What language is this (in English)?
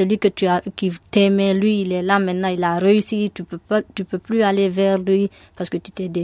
French